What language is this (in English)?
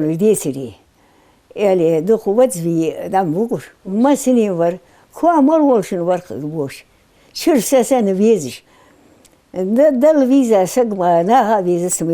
Ingush